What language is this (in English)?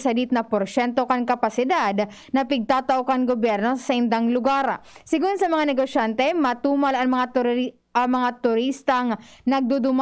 Bikol